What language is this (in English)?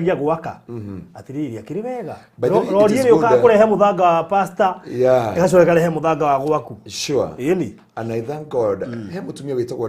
Kikuyu